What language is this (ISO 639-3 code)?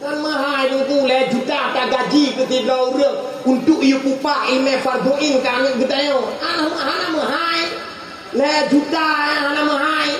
ace